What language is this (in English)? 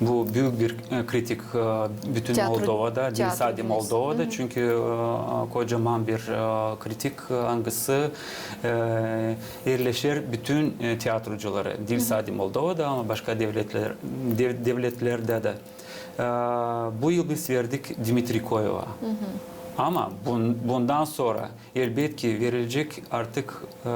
Gagauz